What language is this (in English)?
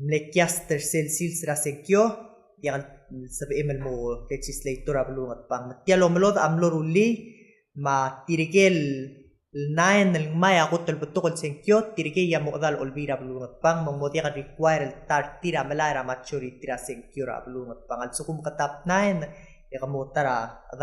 Palauan